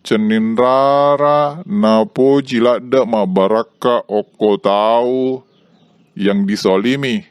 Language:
Buginese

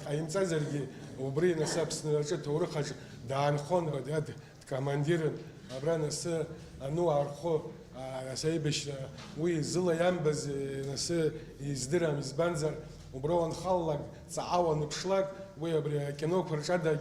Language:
Abkhazian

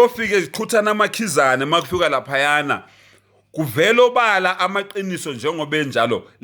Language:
Zulu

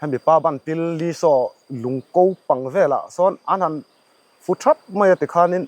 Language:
Mizo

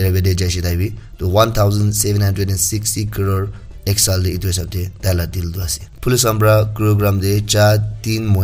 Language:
Naga Pidgin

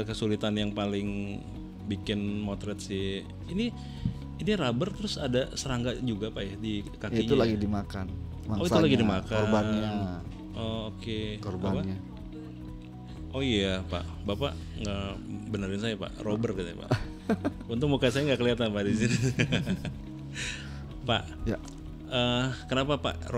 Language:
Indonesian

